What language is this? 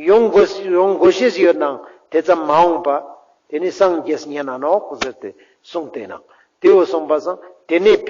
Ladakhi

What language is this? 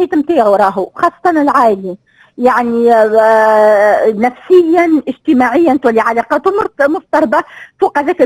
Tunisian Arabic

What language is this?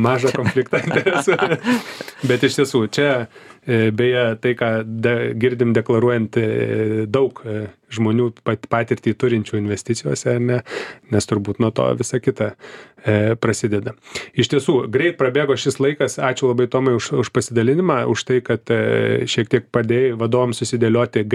Lithuanian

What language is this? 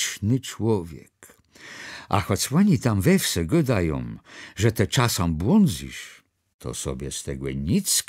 Kashubian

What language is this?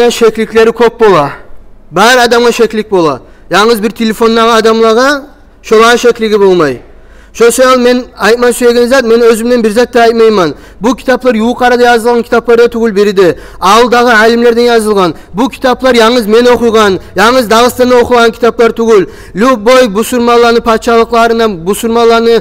Kumyk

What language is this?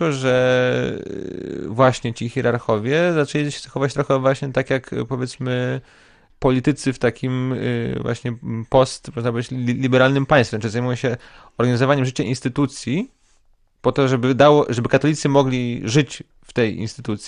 Polish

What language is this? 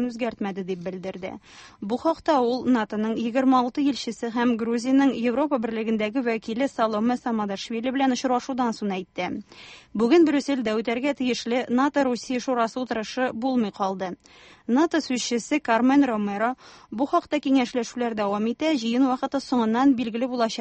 Tatar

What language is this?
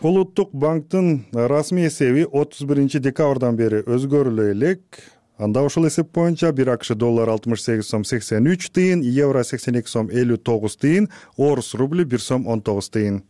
Kyrgyz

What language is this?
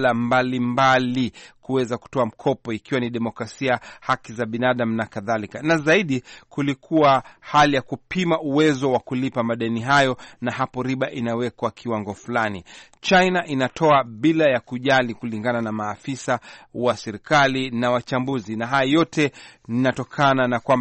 Swahili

